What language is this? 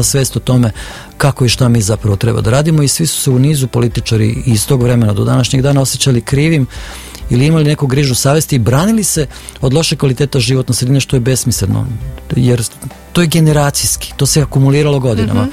Serbian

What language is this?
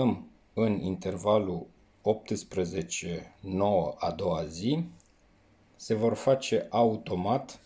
Romanian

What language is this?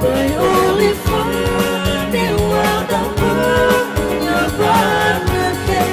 Nias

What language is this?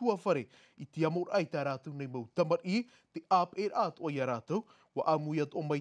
Tahitian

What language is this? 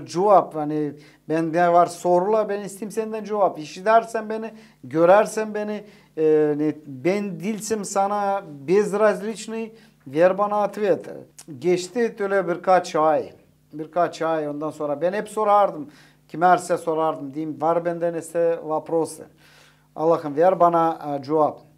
Gagauz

